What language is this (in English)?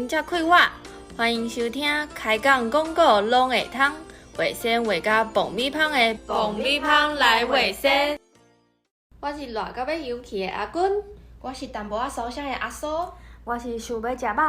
Min Nan Chinese